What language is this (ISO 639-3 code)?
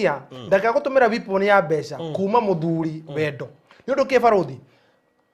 kik